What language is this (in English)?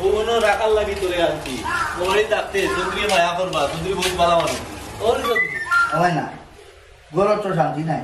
Sylheti